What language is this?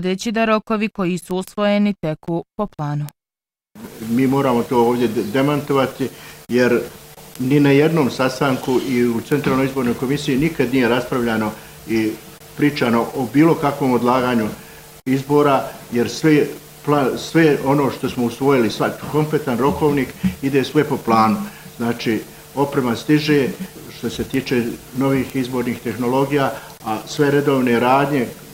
Bosnian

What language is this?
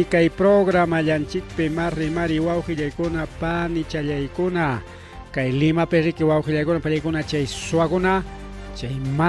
Ayacucho Quechua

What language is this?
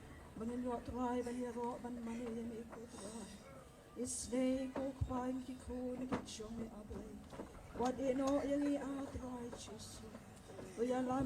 Khasi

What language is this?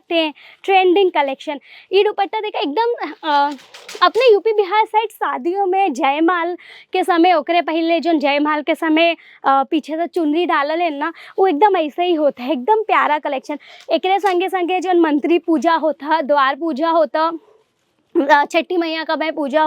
Bhojpuri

